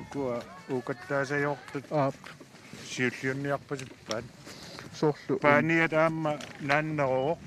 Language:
Kalaallisut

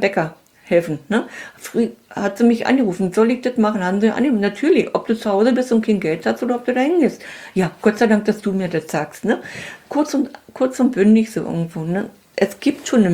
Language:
German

